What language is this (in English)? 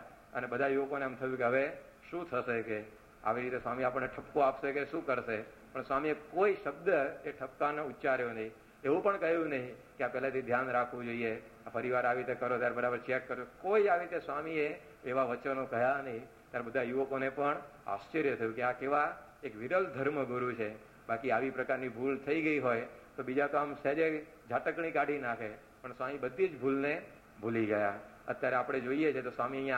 Gujarati